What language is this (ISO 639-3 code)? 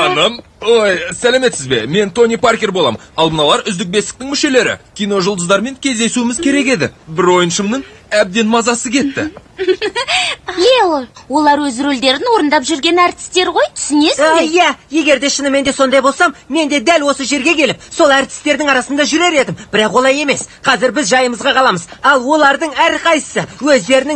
kaz